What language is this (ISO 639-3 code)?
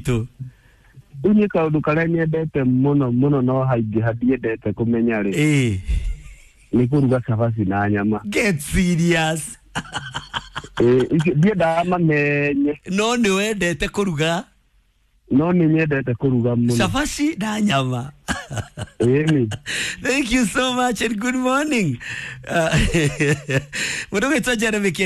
kik